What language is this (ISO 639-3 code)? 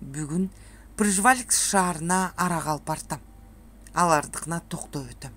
kir